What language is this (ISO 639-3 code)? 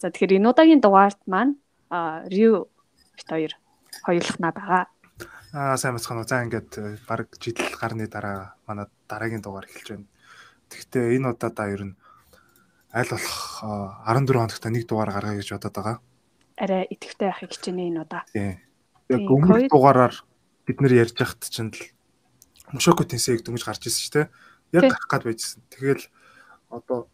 mon